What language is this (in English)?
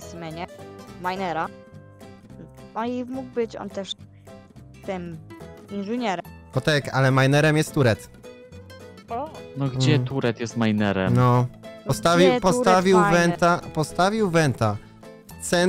Polish